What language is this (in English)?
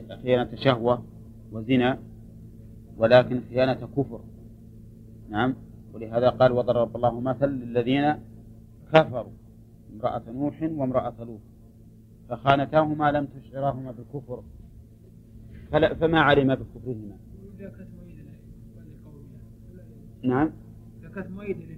Arabic